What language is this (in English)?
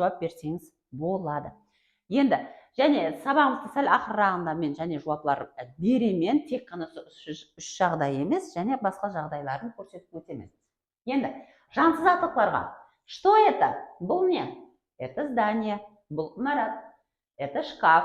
Kara-Kalpak